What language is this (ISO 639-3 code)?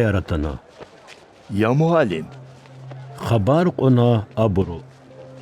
lez